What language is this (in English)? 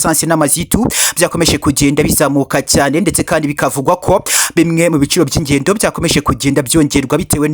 Kinyarwanda